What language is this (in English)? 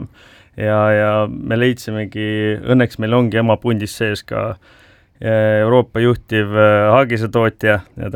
Estonian